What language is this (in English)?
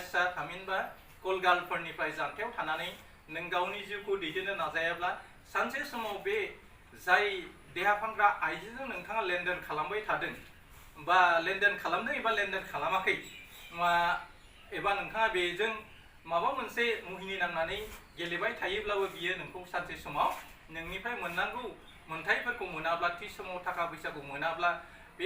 Bodo